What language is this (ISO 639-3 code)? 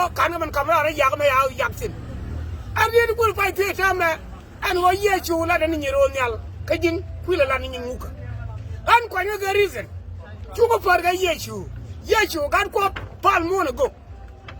nus